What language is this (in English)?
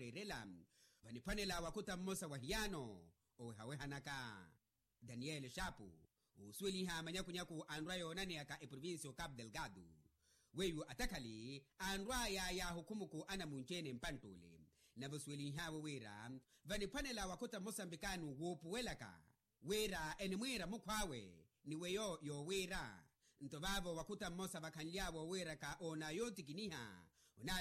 Makhuwa